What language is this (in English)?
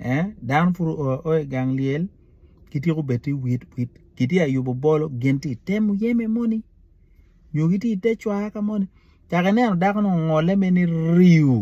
Acoli